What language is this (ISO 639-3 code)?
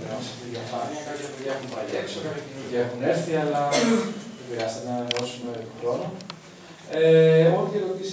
ell